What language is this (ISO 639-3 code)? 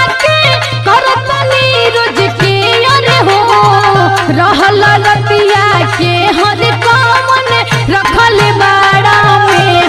bho